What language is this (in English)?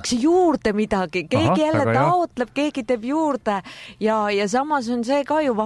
Estonian